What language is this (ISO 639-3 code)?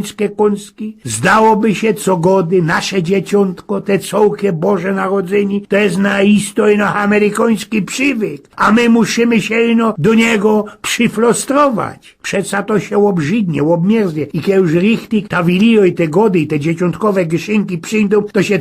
szl